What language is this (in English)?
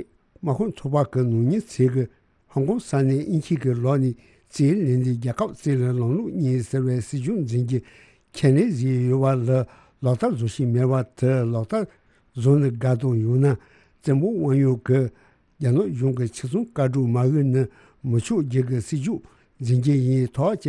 Tibetan